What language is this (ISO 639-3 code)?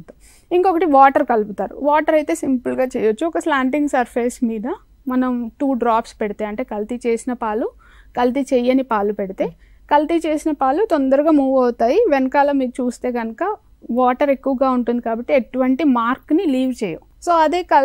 tel